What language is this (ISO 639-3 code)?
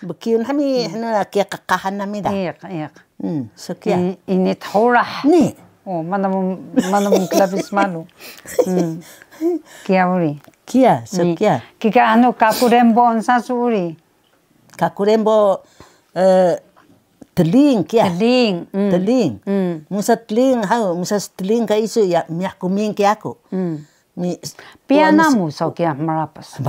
trv